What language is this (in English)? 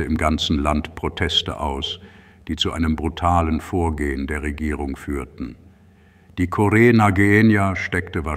German